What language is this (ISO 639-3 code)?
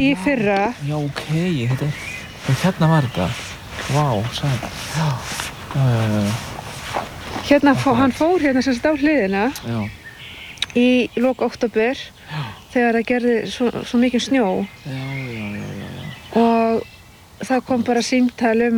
isl